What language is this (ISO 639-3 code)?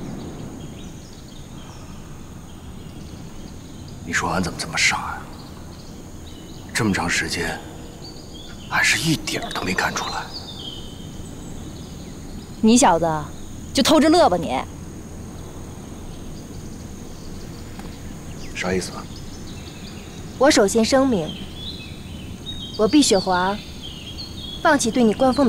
zho